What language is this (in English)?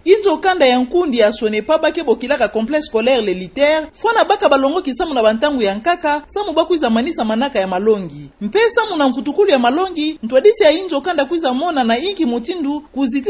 Kituba (Democratic Republic of Congo)